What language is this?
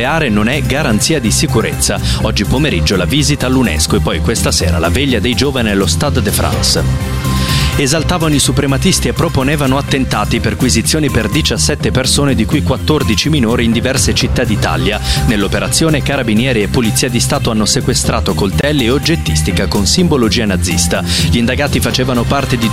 Italian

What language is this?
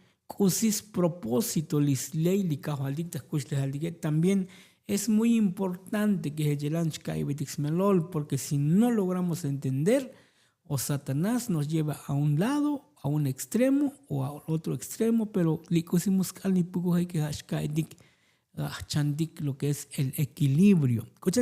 Tzotzil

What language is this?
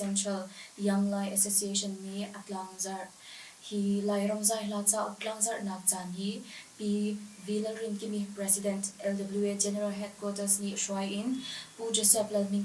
Hakha Chin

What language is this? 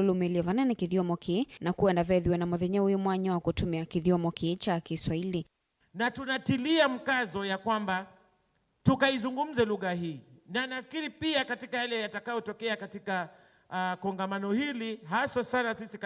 Kamba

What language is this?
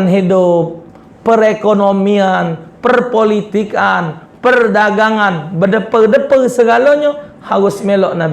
Musi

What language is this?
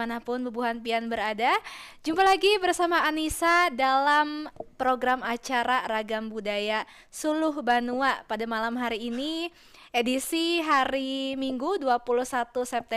Banjar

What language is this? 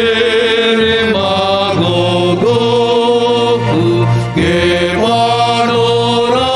Batak Simalungun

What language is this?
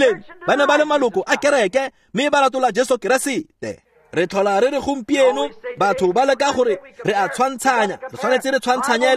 Tswana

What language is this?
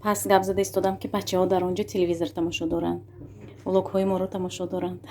Tajik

